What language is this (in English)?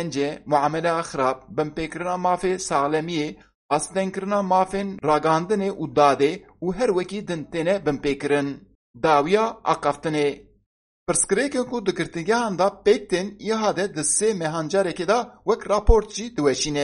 Kurdish